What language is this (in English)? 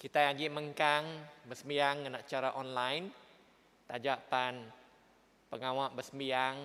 Iban